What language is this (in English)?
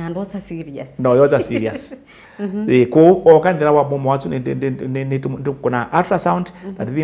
Kamba